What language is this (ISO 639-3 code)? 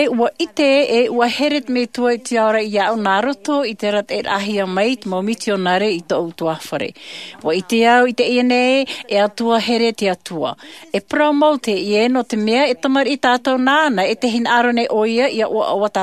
tah